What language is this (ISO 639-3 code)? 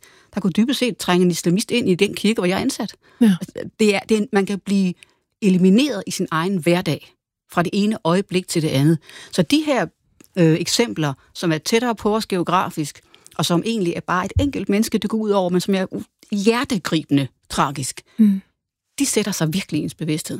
dan